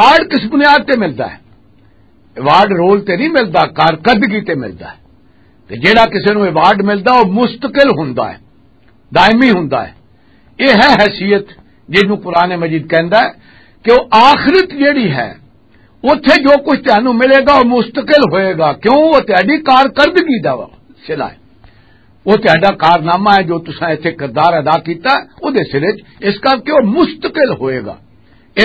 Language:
Western Panjabi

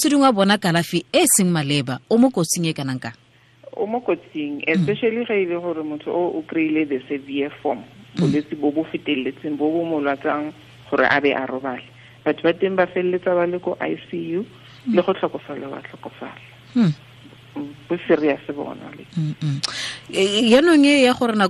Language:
Tswana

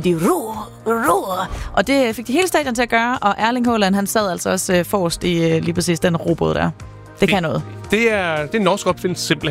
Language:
Danish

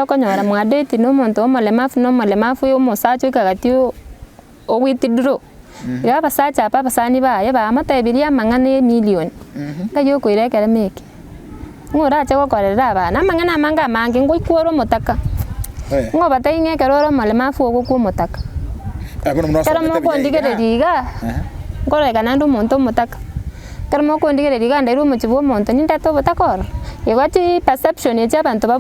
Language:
Gusii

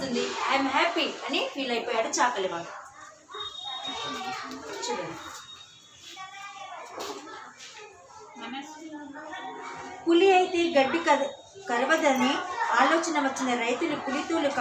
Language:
Telugu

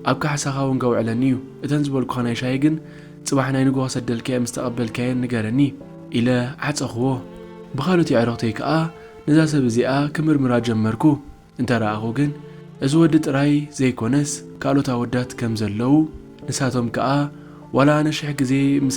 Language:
Tigrinya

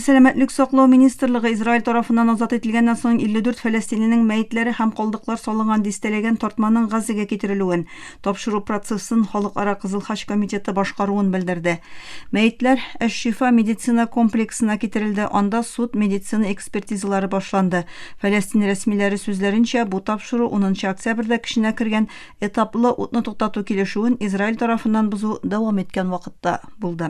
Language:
Tatar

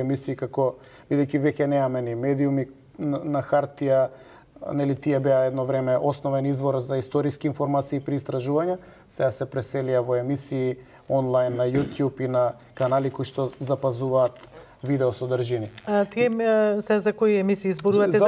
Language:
Macedonian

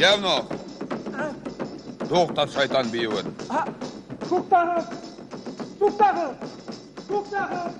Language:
Bashkir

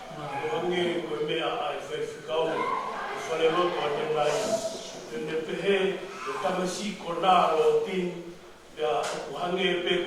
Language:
Tongan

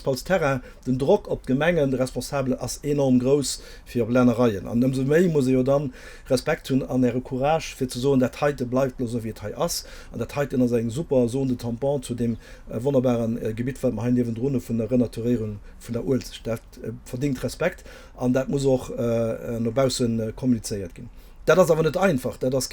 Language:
Luxembourgish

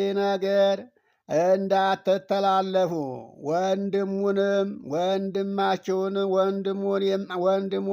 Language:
Amharic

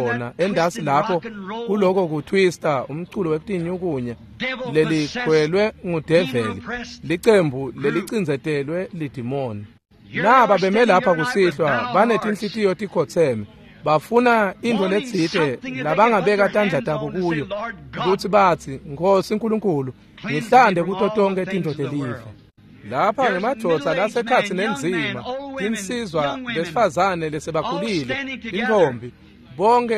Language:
Swati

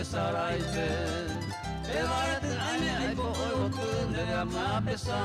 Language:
Guarani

